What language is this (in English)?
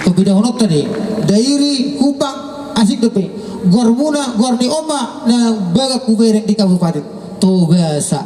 Batak Toba